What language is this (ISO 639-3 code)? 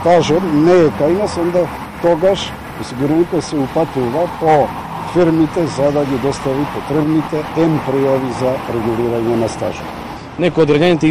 mkd